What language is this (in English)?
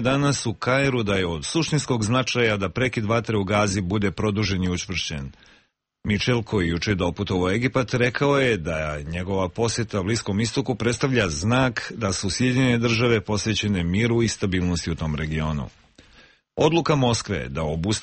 Serbian